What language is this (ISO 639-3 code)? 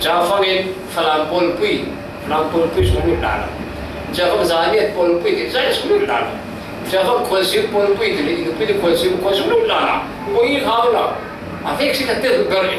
cfm